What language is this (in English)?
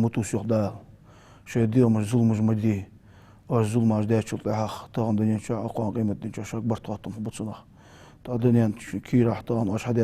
Ingush